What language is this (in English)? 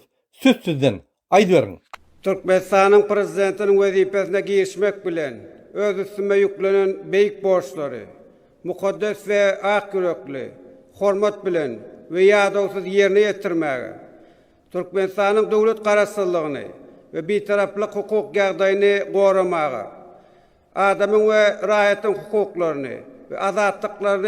Turkmen